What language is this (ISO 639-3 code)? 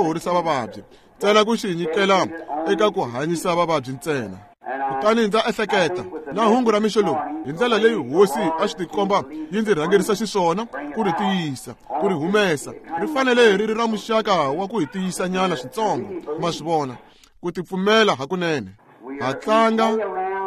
tso